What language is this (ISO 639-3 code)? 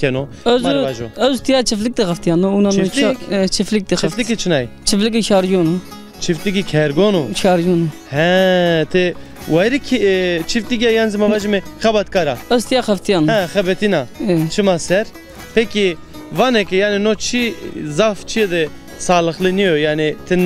zza